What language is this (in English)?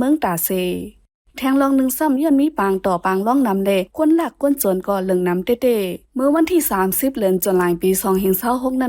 Shan